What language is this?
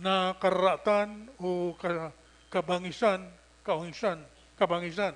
Bikol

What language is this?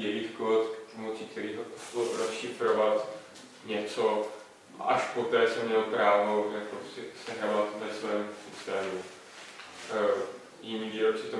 Czech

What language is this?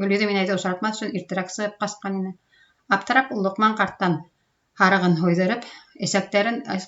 Bashkir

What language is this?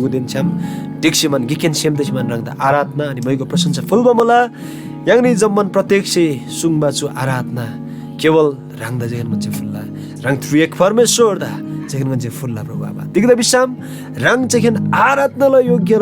Eastern Tamang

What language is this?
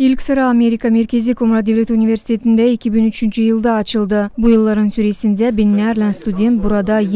Gagauz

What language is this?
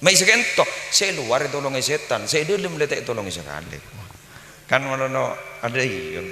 Madurese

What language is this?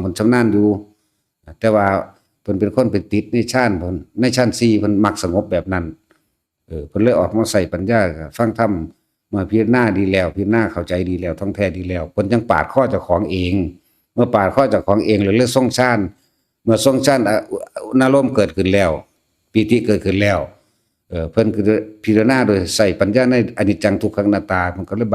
Northeastern Thai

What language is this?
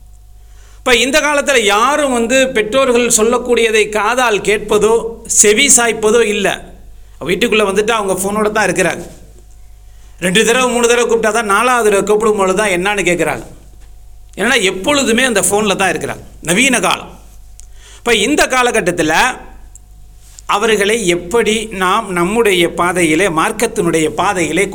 Tamil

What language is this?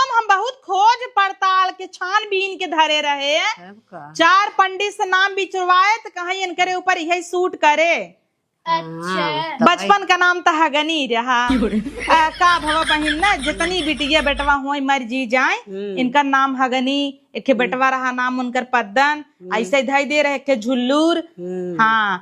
Awadhi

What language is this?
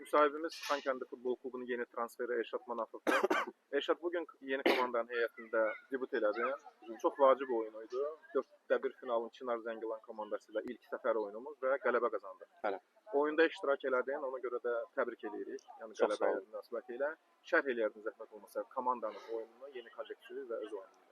Azerbaijani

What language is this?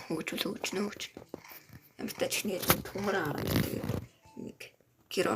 Mongolian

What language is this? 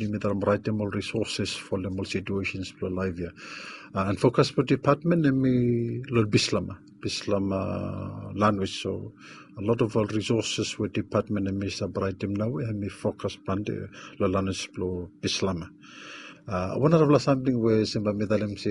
Bislama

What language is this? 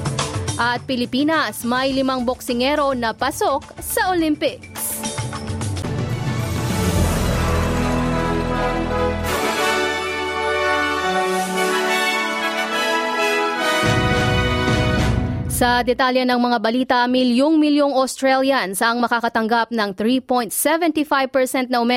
Filipino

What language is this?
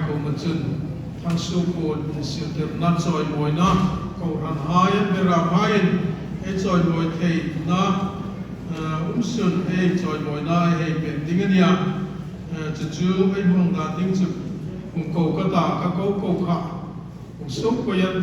Hmar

